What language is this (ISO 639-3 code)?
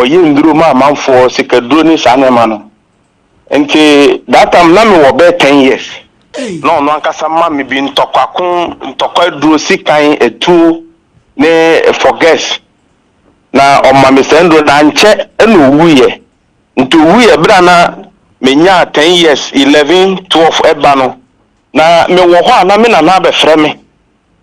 aka